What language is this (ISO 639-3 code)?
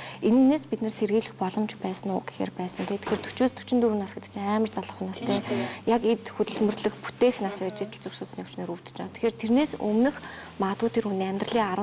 mon